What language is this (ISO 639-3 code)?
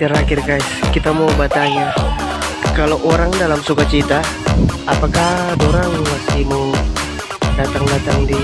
xmm